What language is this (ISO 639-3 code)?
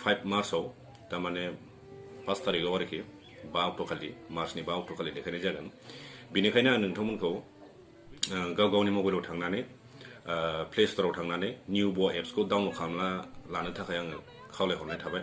brx